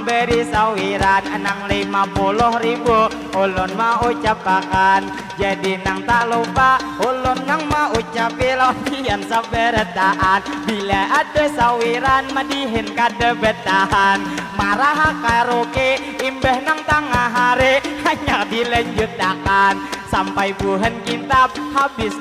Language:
Banjar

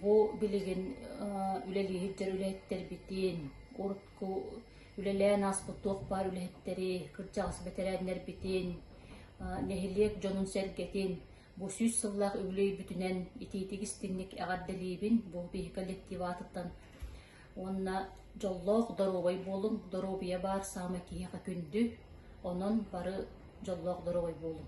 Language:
Yakut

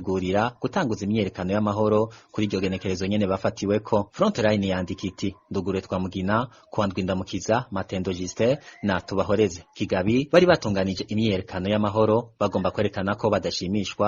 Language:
Rundi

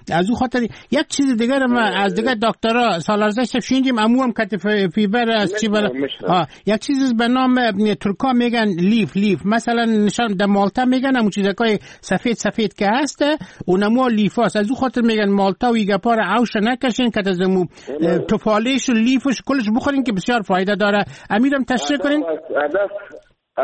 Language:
Persian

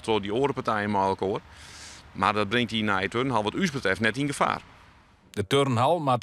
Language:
Western Frisian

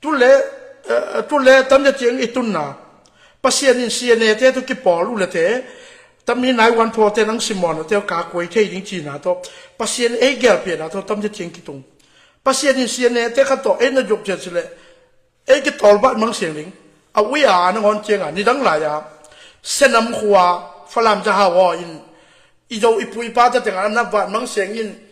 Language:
Tedim Chin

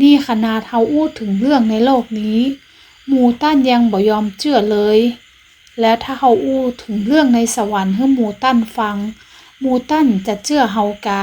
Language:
Northern Thai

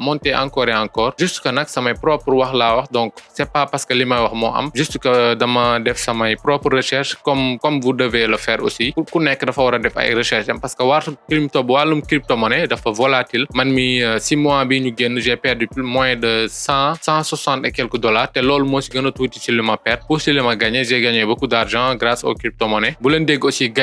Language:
Wolof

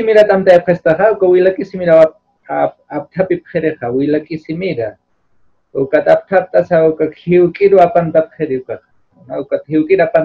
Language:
Aymara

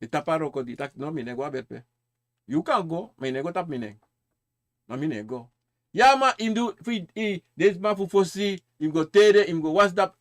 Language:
Sranan Tongo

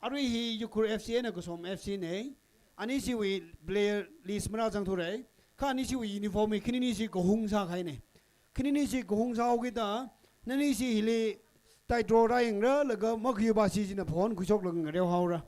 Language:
Tangkhul Naga (India)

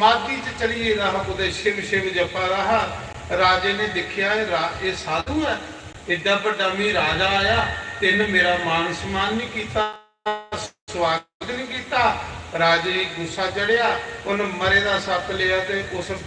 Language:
Dogri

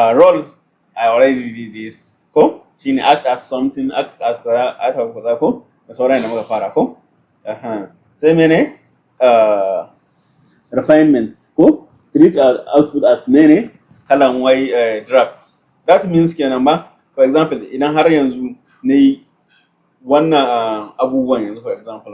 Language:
Hausa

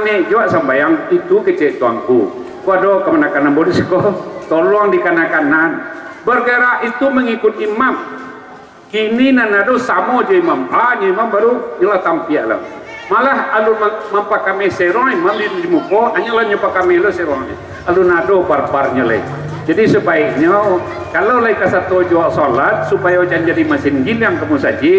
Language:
Minangkabau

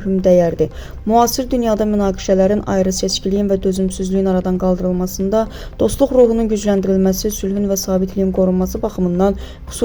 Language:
Azerbaijani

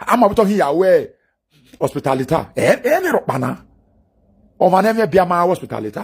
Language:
Nigerian Pidgin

